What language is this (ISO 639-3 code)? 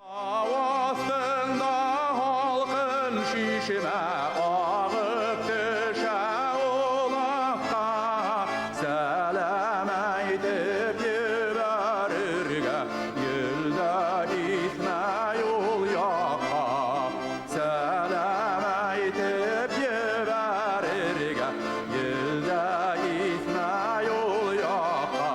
bak